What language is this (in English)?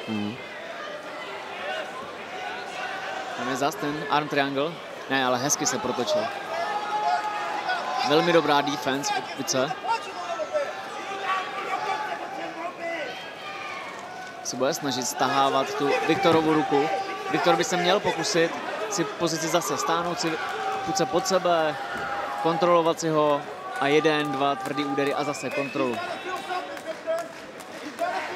Czech